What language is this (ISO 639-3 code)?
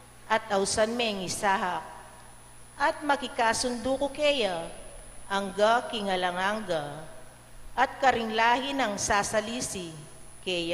pam